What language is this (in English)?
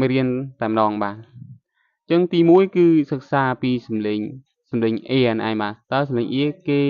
Khmer